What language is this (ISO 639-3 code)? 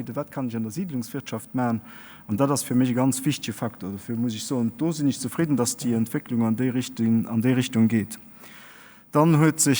ltz